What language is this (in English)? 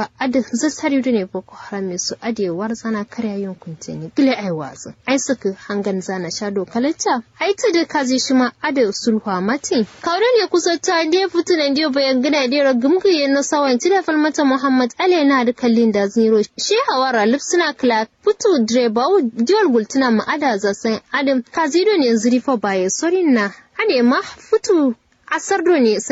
Kanuri